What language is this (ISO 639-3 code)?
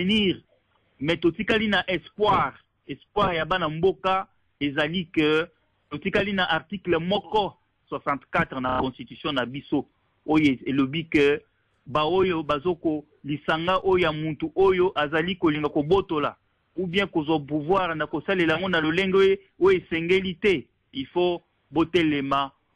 lin